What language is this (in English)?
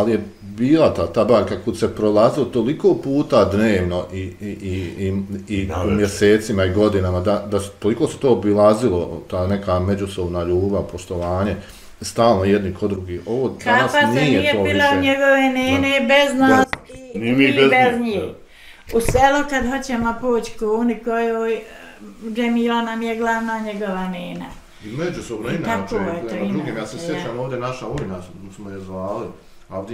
Bosnian